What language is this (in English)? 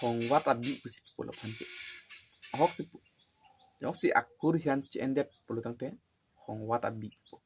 Karbi